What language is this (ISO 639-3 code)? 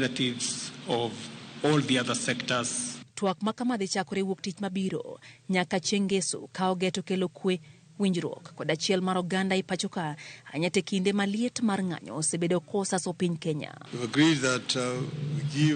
luo